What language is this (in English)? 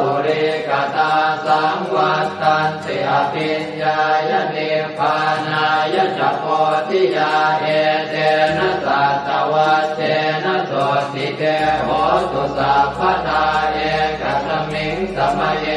Pali